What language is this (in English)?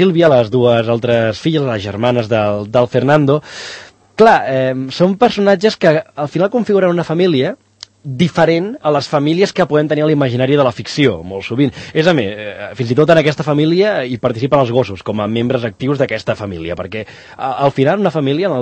Catalan